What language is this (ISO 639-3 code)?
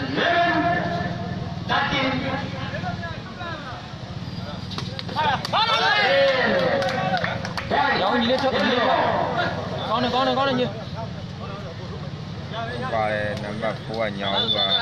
mya